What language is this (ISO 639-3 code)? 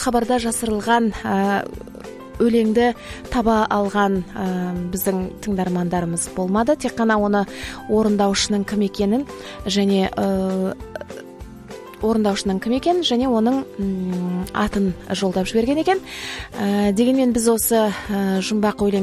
kaz